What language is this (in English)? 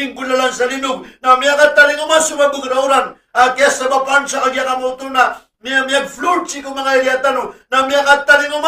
Maranao